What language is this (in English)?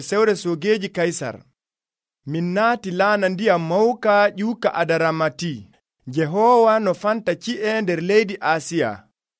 Nigerian Fulfulde